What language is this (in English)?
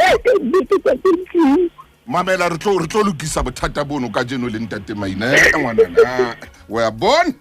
Southern Sotho